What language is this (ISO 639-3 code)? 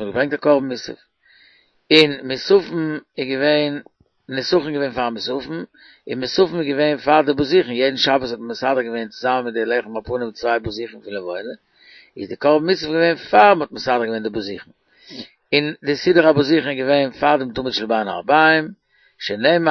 yid